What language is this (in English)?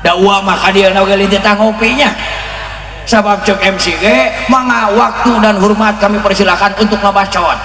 Sundanese